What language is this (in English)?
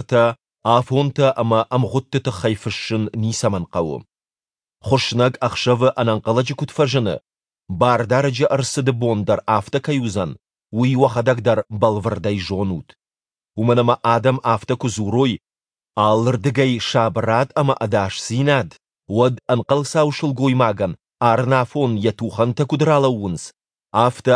Ossetic